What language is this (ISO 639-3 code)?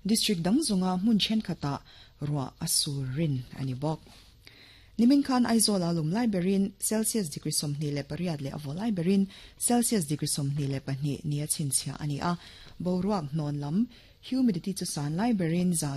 lus